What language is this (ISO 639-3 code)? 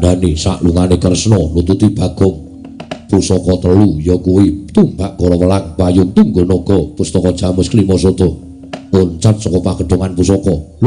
jav